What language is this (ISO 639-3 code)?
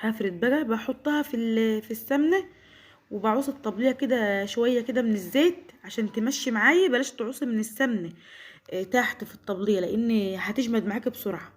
arz